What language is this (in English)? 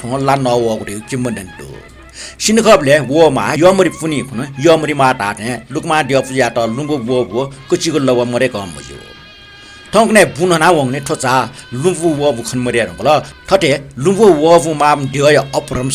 Newari